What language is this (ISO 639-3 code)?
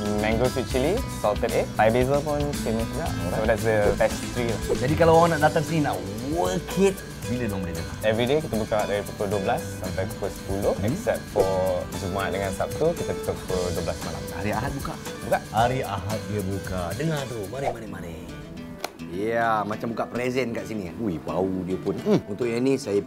msa